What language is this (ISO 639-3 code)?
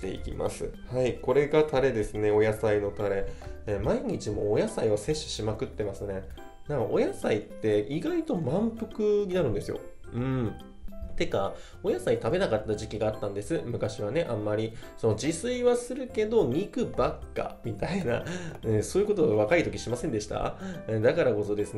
jpn